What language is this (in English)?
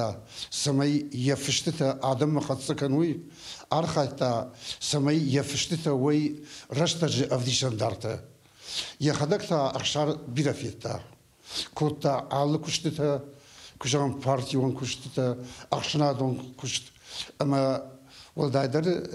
Ossetic